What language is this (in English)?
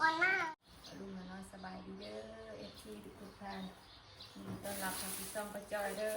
Northeastern Thai